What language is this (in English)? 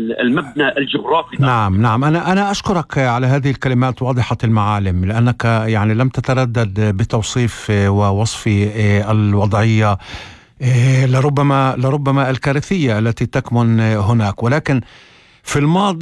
North Levantine Arabic